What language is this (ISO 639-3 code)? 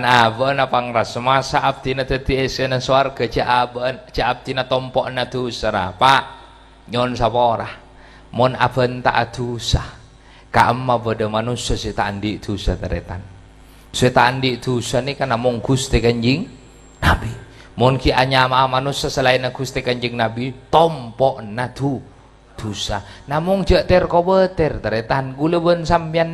mad